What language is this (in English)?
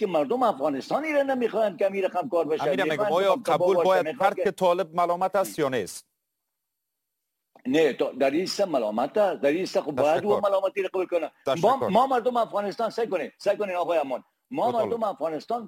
Persian